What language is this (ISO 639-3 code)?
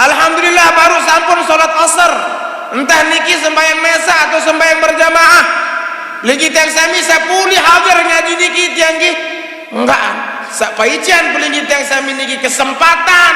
sas